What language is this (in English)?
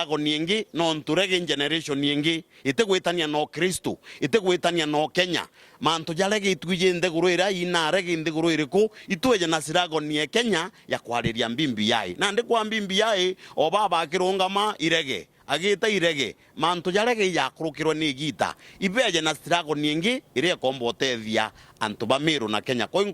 Meru